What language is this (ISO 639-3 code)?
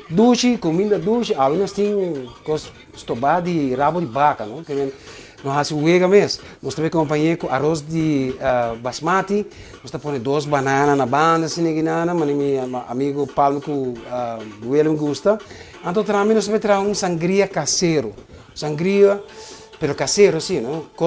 pap